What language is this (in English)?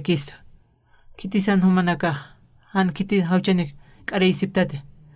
Aymara